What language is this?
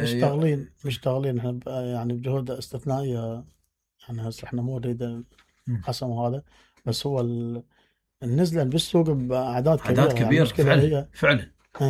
Mesopotamian Arabic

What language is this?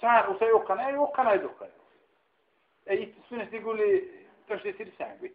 Dargwa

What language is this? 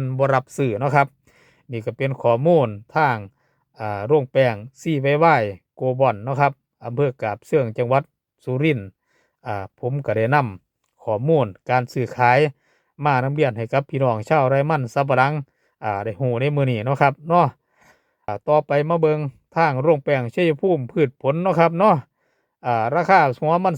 Northeastern Thai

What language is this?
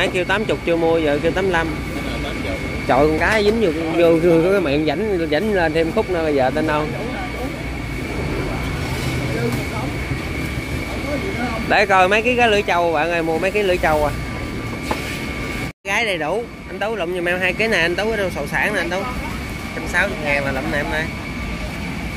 Vietnamese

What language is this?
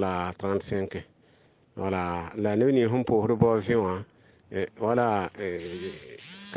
Mossi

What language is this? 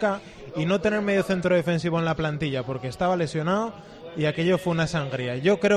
Spanish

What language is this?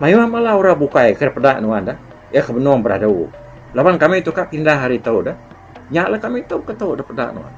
Iban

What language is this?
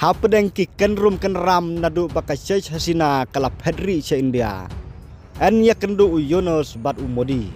Khasi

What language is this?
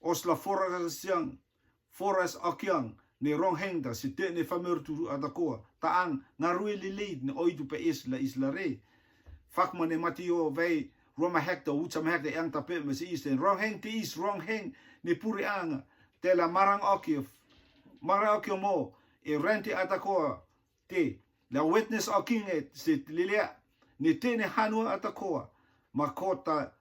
Rotuman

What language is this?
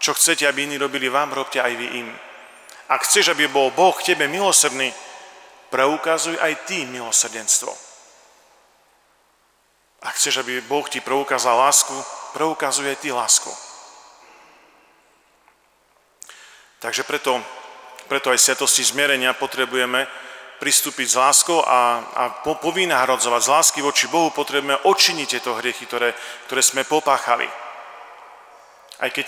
Slovak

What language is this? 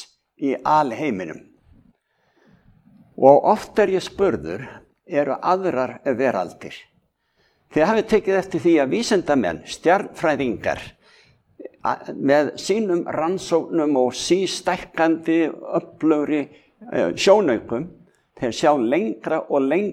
Icelandic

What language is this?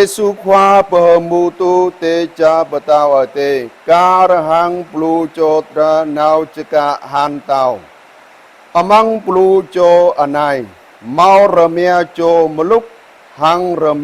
Jarai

